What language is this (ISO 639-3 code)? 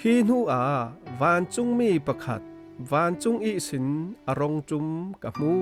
cfm